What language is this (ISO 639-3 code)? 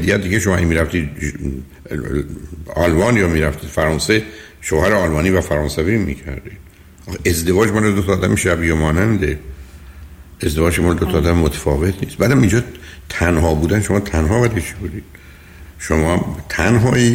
fas